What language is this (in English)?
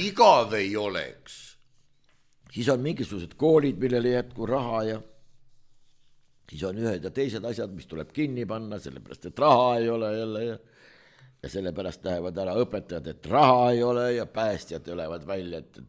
Estonian